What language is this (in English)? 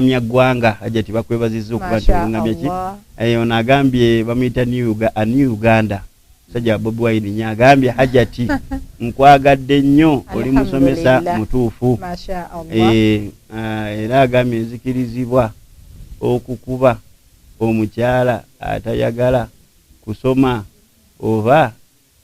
Ganda